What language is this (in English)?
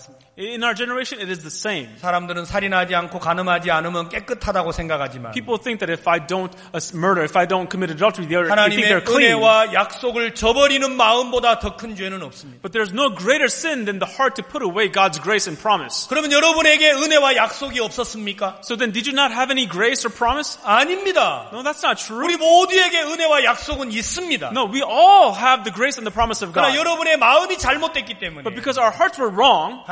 Korean